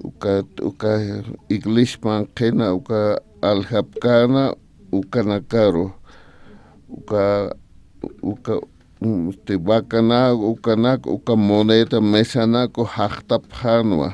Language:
Aymara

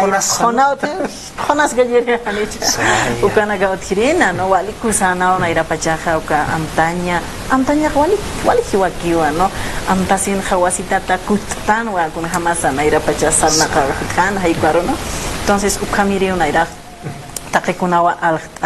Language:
Aymara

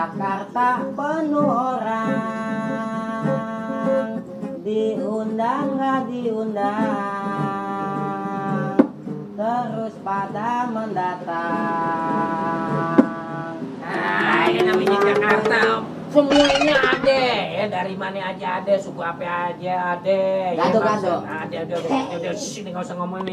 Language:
Betawi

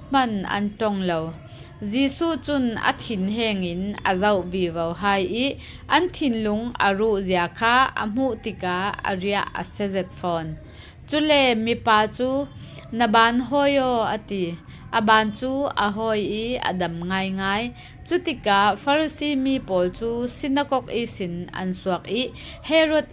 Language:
Falam Chin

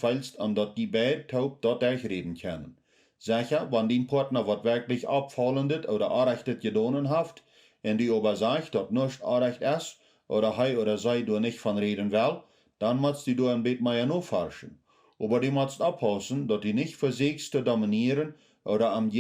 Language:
Plautdietsch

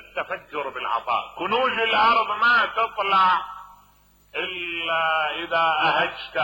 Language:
Mesopotamian Arabic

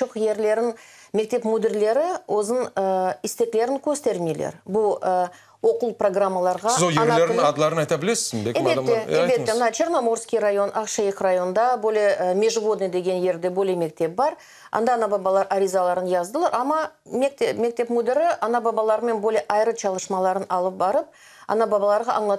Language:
Crimean Tatar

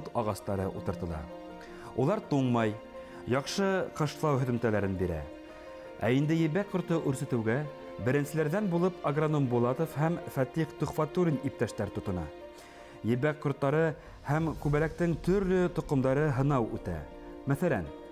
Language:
Bashkir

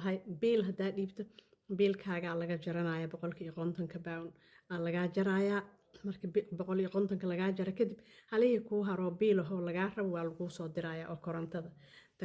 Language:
Somali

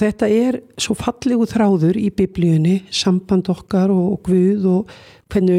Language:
Icelandic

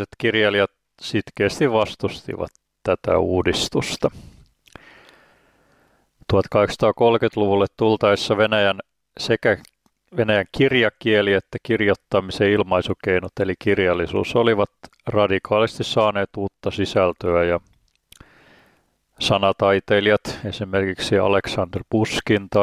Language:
Finnish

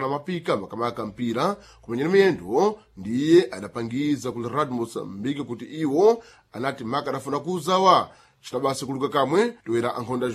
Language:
Sena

